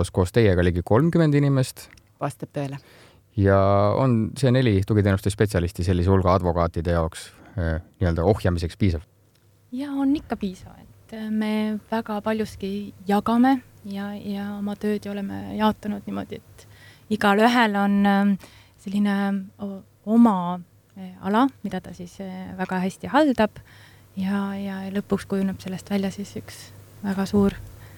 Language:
Estonian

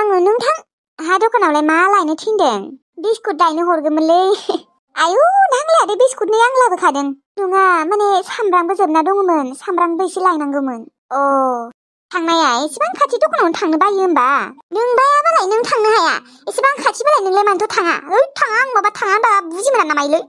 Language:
Bodo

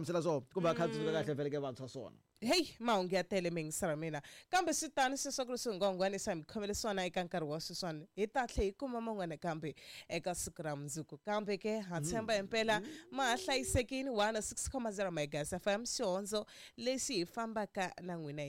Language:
Tsonga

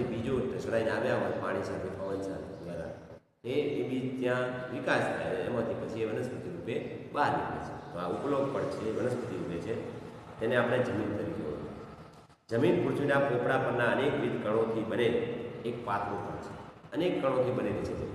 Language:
Gujarati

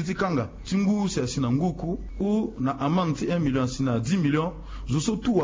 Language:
Sango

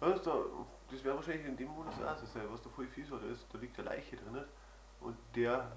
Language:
Bavarian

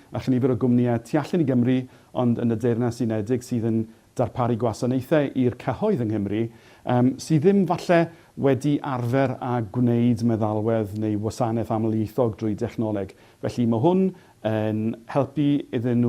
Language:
Welsh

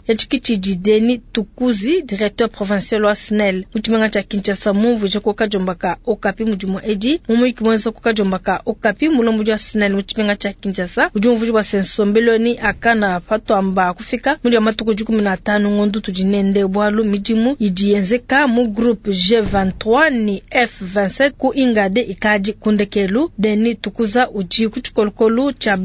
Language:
Luba-Lulua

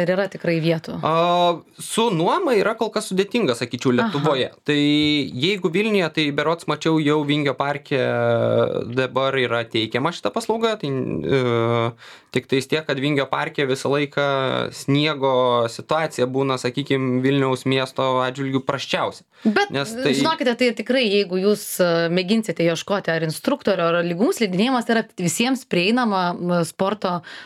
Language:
Lithuanian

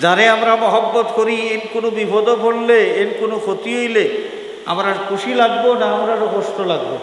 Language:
Sylheti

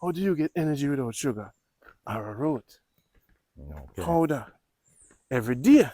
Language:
Jamaican Creole English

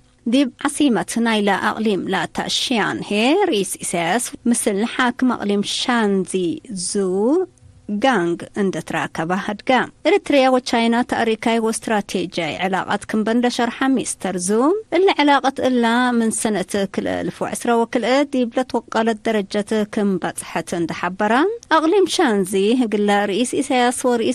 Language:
Tigre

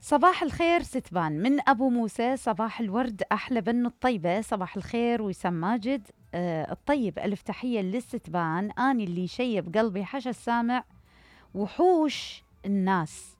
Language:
Mesopotamian Arabic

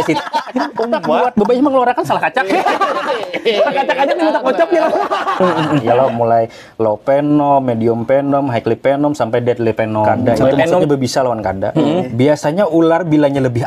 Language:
Banjar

